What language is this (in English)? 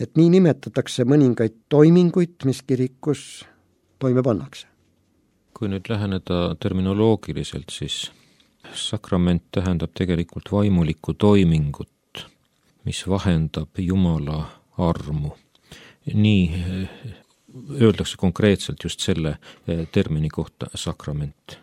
Estonian